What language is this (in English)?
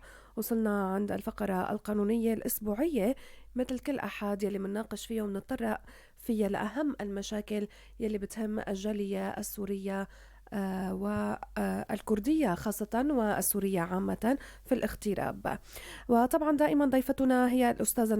North Levantine Arabic